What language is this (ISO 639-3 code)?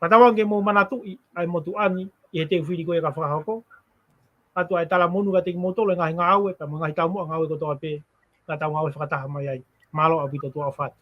ton